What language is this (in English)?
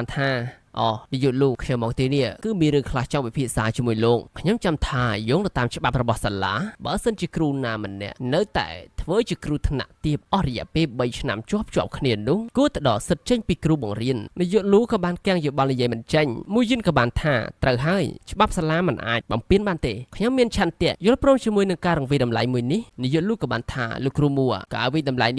Khmer